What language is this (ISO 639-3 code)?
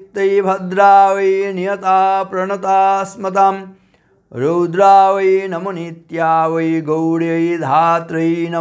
san